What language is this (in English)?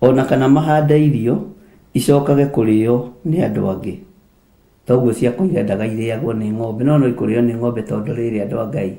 Kikuyu